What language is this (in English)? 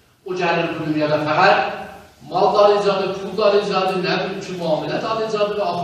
South Azerbaijani